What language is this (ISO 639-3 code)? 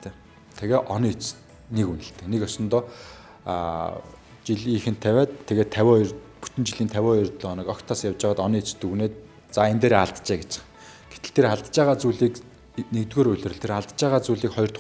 mon